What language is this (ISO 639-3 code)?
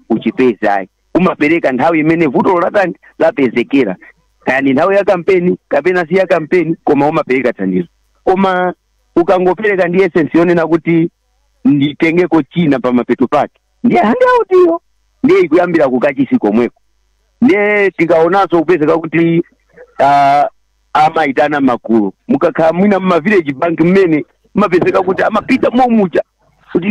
nya